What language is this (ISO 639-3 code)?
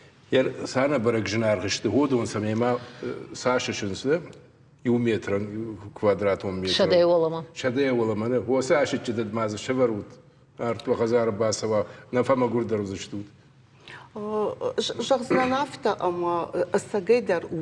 oss